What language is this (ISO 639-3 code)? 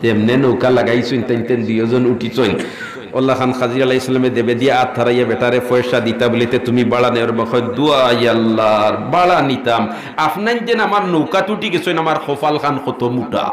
syl